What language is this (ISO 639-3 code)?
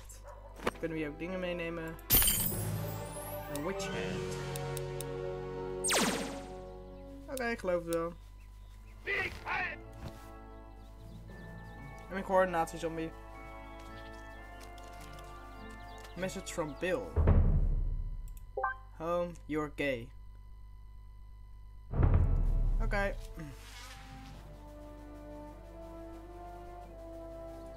nld